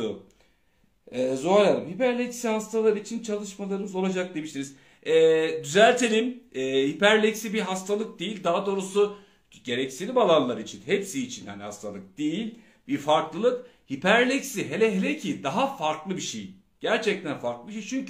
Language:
Turkish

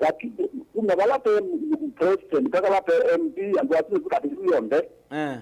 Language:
Kamba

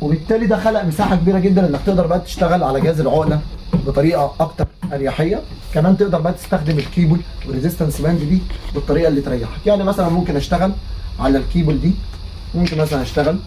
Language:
Egyptian Arabic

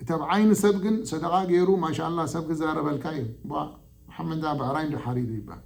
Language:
Tigrinya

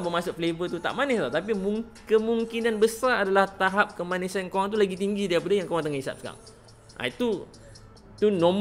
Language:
Malay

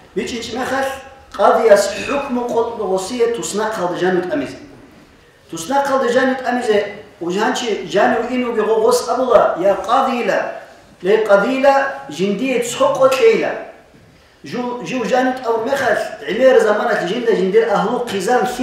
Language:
Avaric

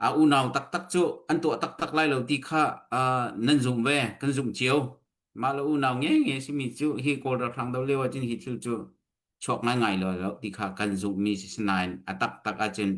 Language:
Hakha Chin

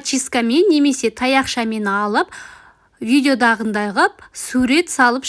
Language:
Kazakh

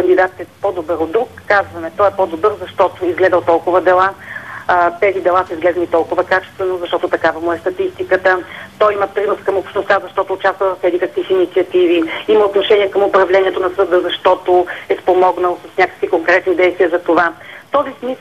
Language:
Bulgarian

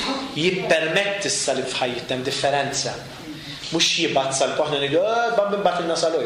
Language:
Maltese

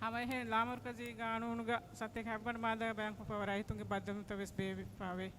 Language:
Divehi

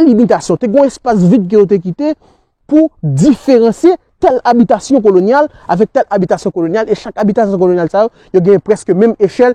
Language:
Haitian Creole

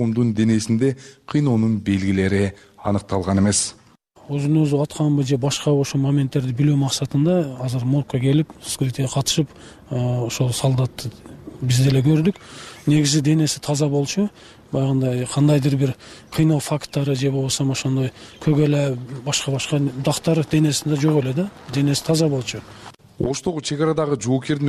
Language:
Kyrgyz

